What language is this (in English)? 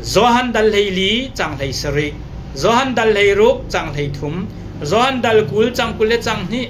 Hakha Chin